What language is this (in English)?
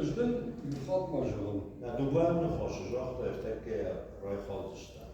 Ossetic